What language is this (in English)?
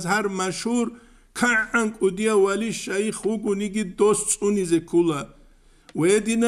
Avaric